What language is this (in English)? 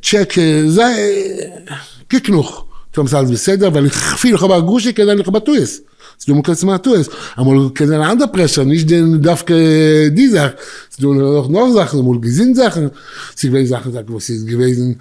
Yiddish